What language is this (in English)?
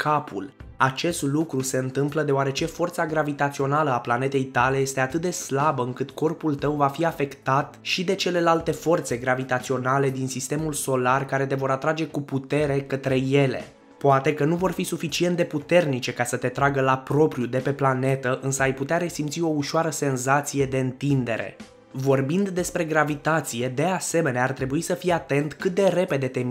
Romanian